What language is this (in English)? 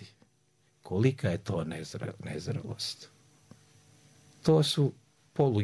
Croatian